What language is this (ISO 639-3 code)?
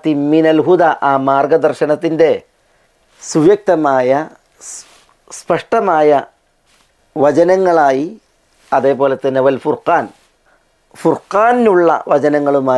mal